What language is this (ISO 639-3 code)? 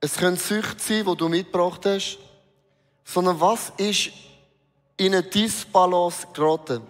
gsw